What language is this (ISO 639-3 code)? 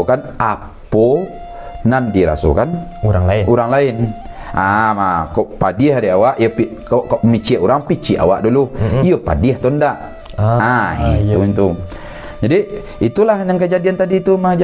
min